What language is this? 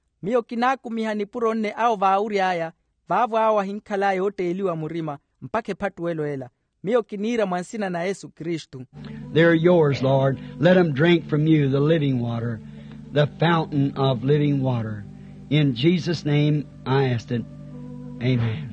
Makhuwa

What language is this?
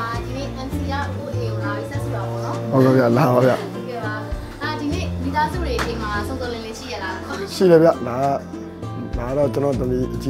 Burmese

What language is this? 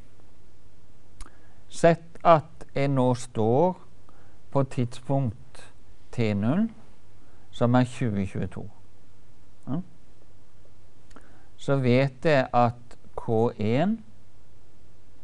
Norwegian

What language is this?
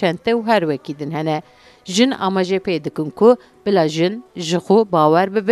Kurdish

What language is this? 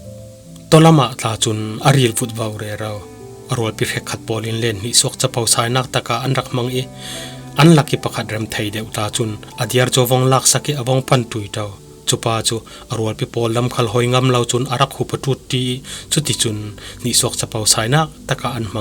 Falam Chin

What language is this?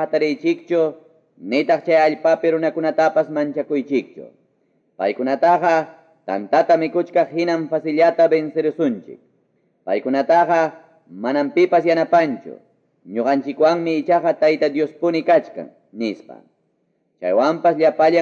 Quechua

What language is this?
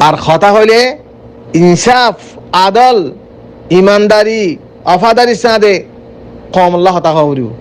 Rohingya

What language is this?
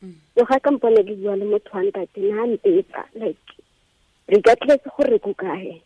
Tswana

